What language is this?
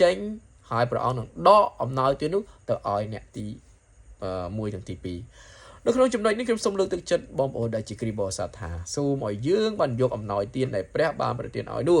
Khmer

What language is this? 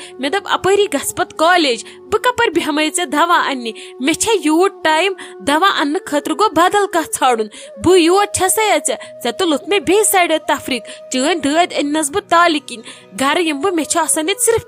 Kashmiri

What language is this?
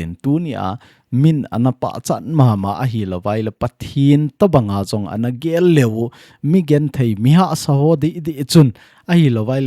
Thado Chin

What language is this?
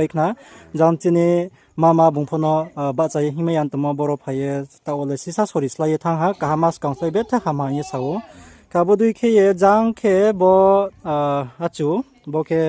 Riang (India)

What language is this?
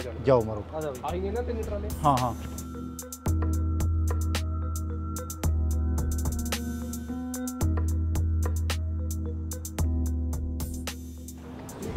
Punjabi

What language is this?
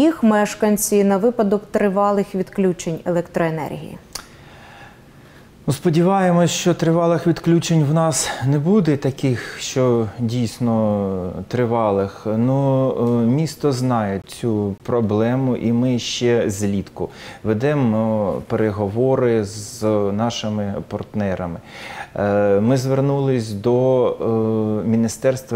Ukrainian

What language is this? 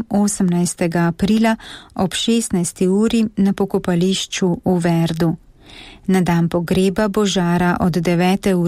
Slovenian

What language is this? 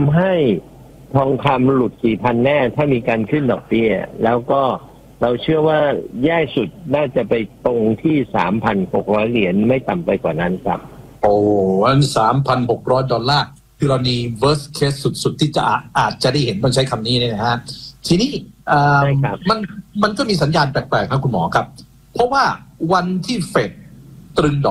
Thai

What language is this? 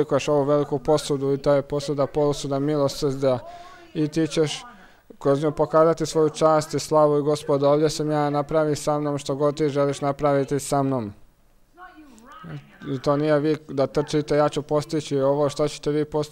Croatian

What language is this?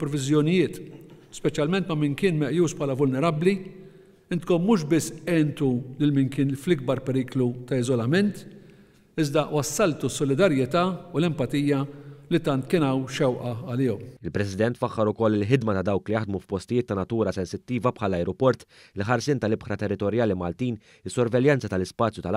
Maltese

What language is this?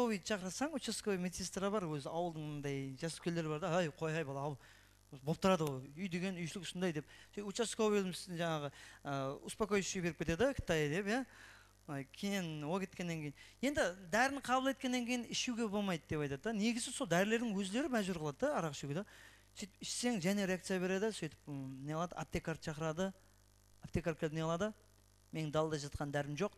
Kara-Kalpak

